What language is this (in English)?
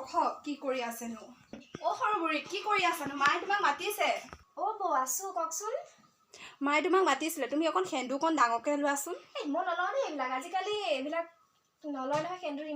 Assamese